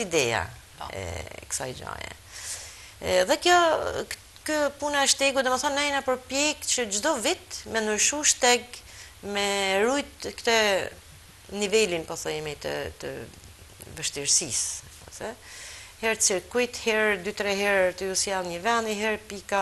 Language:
Albanian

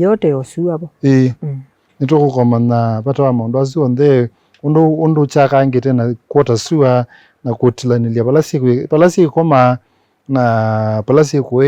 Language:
Kamba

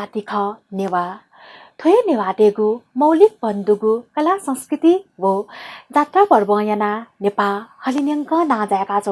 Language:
Newari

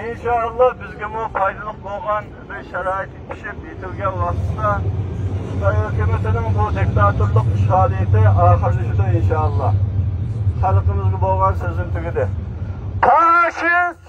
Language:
Uyghur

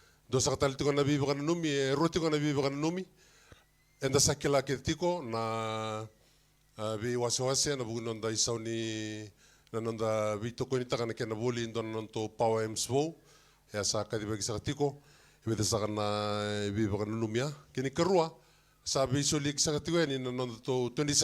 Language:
Fijian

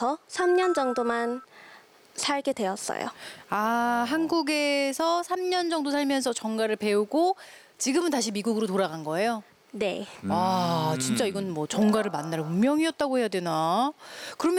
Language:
Korean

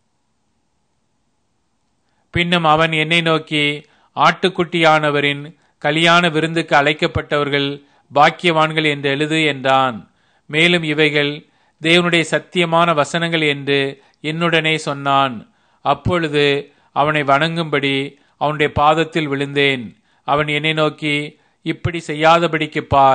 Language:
Tamil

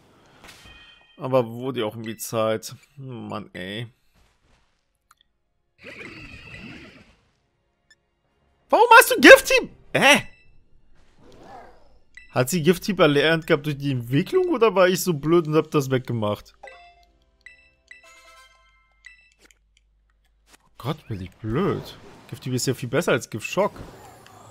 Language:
German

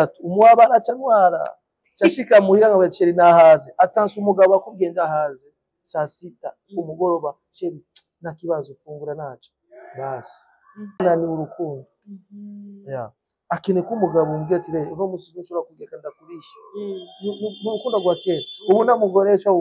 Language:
Rundi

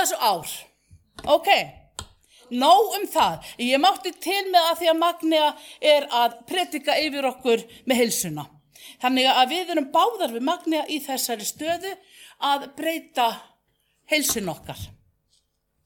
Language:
Icelandic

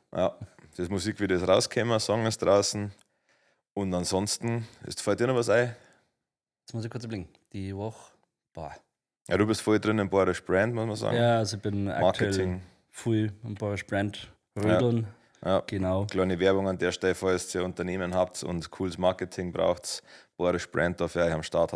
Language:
Bavarian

